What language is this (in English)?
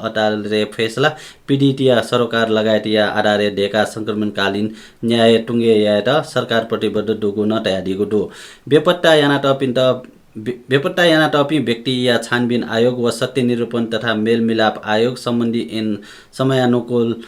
Newari